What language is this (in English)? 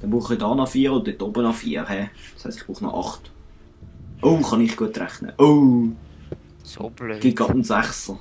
Swiss German